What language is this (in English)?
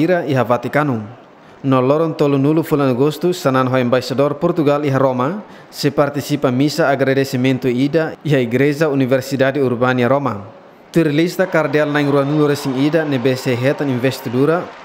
Tetum